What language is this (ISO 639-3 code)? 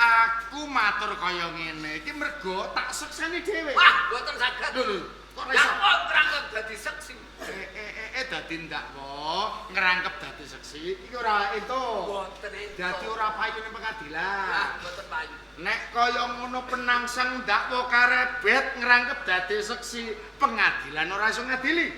jav